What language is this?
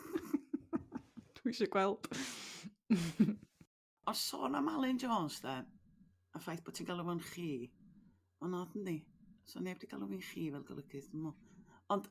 Welsh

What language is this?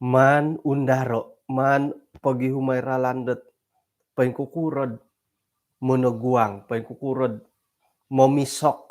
Central Dusun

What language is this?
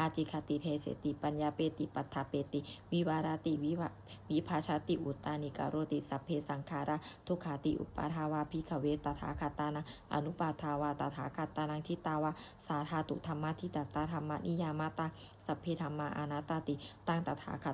Pali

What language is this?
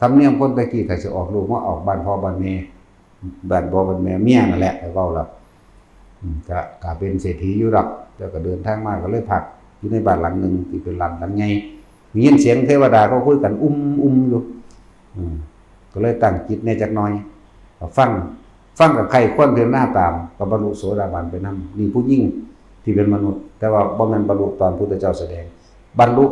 Northeastern Thai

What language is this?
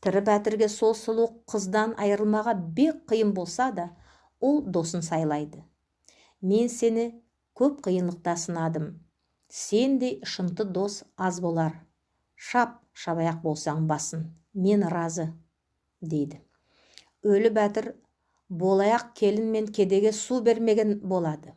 Nogai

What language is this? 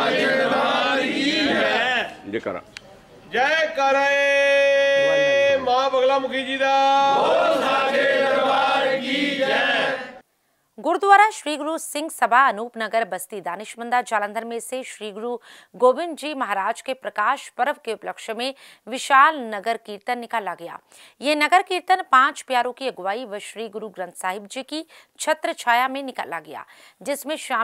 Hindi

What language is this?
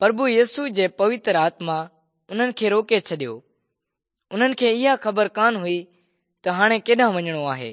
Sindhi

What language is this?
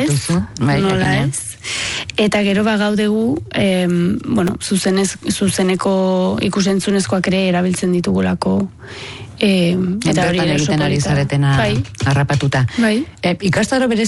Basque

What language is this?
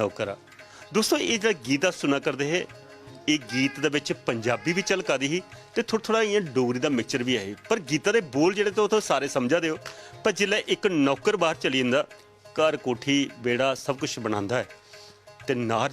Dogri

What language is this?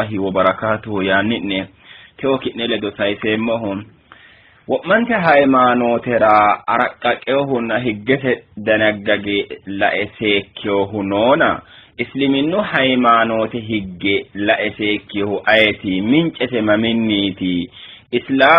Sidamo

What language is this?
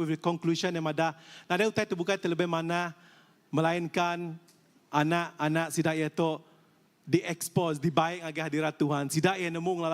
Iban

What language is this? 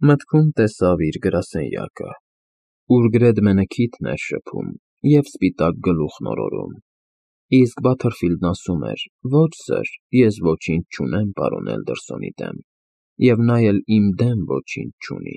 Armenian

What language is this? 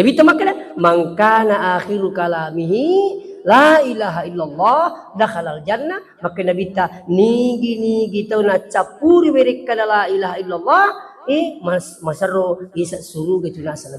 Buginese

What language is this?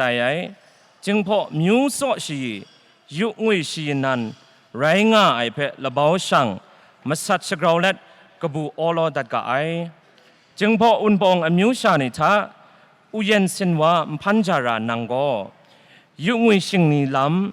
Kachin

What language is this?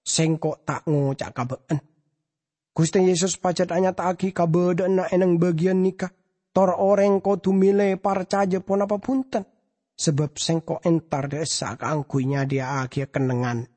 Madurese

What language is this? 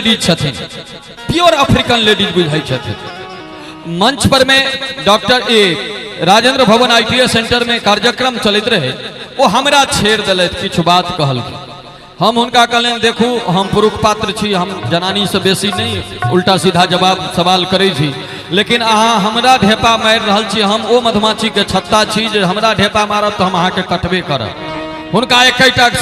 Maithili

